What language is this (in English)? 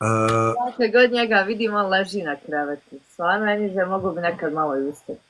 Bosnian